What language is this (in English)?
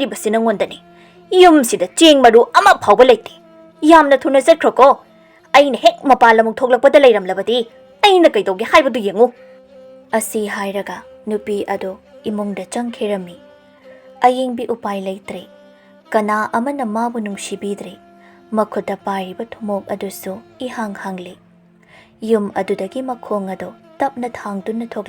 Manipuri